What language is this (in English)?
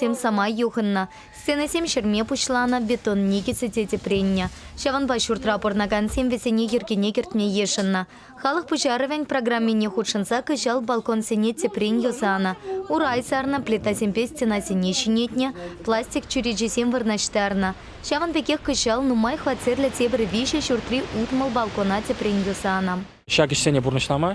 Chuvash